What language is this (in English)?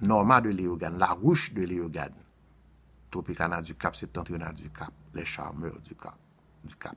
Haitian Creole